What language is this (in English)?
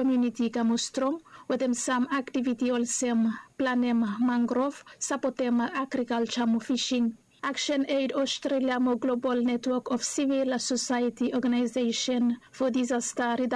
Bislama